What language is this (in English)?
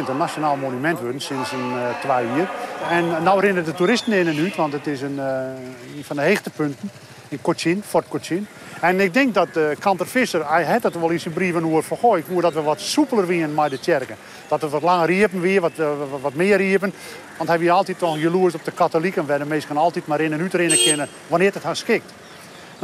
Western Frisian